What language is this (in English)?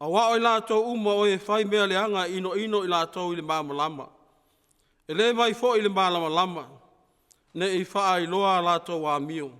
Samoan